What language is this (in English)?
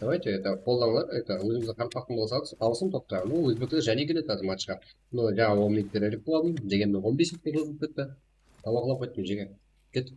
Kara-Kalpak